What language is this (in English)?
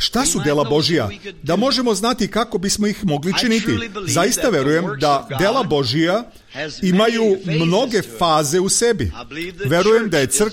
Serbian